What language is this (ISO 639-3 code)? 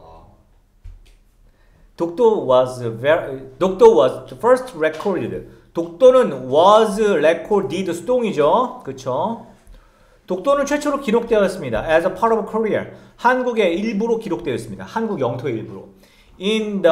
kor